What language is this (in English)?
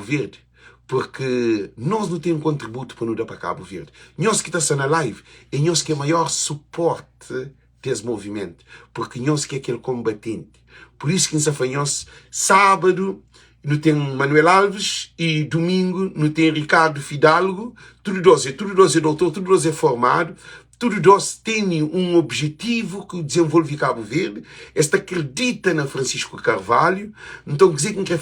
Kabuverdianu